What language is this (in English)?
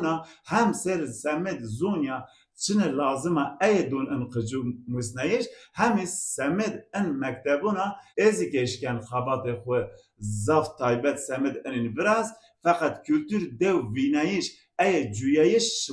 Zaza